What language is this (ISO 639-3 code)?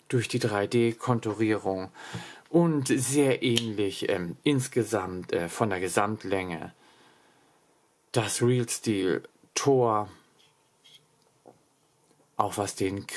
deu